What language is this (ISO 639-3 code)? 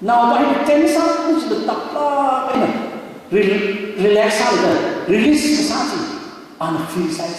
nmf